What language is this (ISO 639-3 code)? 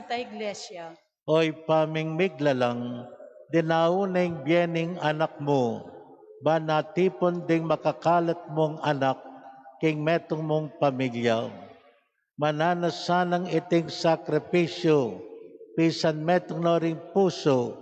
pam